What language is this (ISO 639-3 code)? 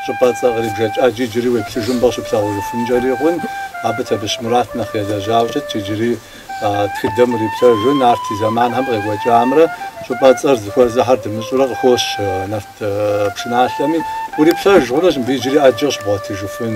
kbd